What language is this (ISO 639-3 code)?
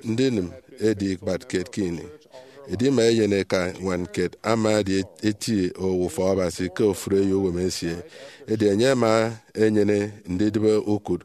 efi